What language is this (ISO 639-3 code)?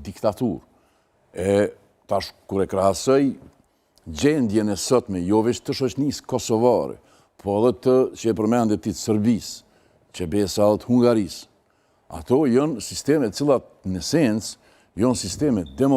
sqi